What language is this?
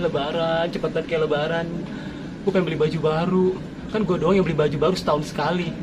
Betawi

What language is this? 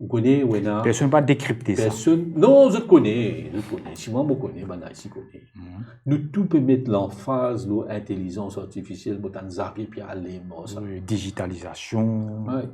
Morisyen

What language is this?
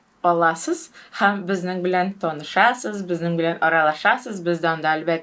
Tatar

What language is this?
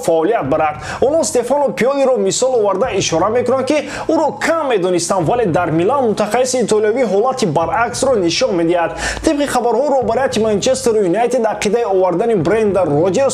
Tajik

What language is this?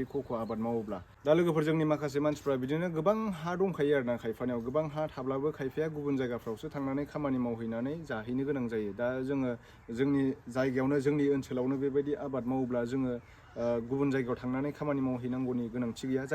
Bodo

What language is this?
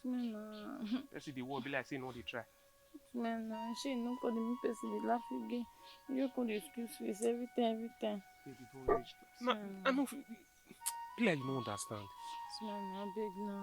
Nigerian Pidgin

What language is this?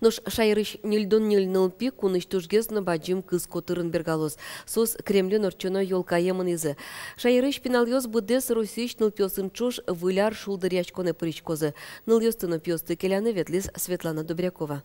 Udmurt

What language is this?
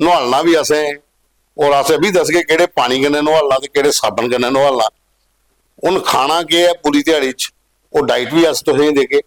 Dogri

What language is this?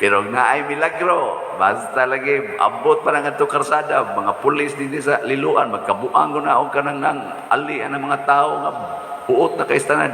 Cebuano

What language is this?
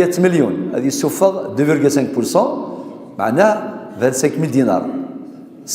Kabyle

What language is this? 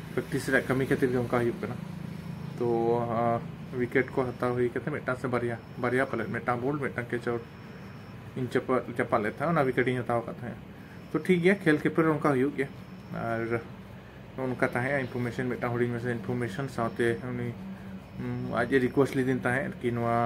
Santali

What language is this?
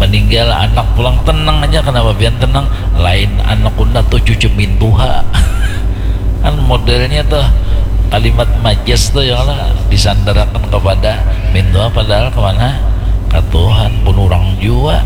Banjar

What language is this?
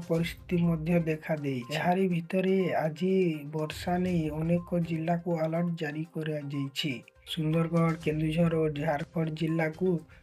Odia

